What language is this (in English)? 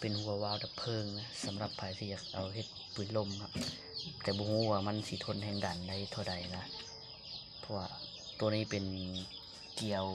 Lao